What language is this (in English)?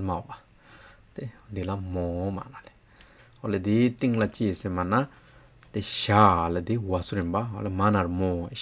Hyolmo